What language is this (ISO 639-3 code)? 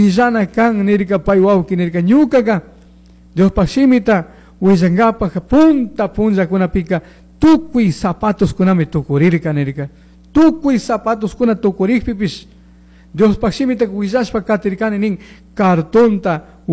qug